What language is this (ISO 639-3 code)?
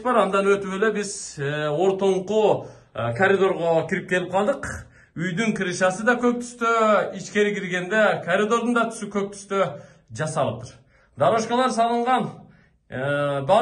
kir